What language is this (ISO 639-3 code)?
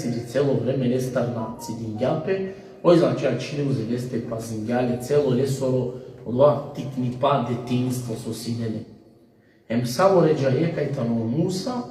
rmn